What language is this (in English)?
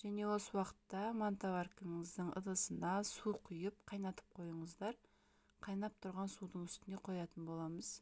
Kazakh